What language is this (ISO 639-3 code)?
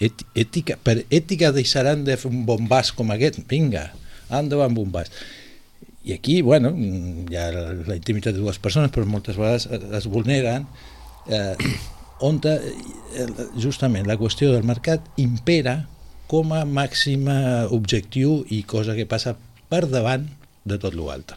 cat